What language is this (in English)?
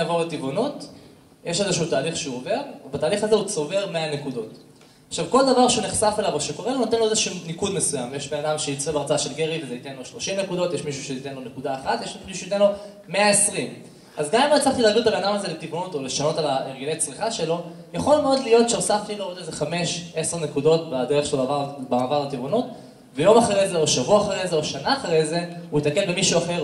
Hebrew